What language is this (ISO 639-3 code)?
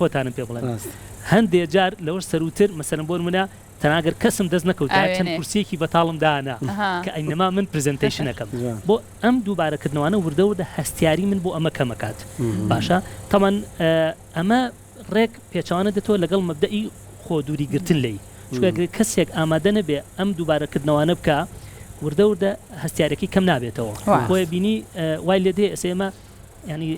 ckb